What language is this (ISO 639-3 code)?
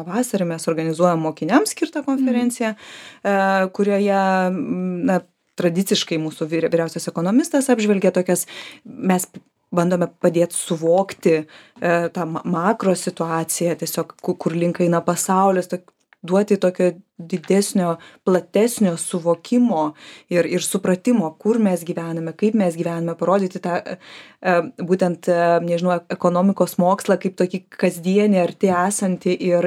lit